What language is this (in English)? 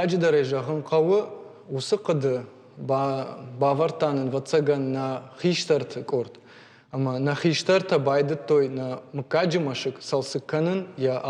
Ossetic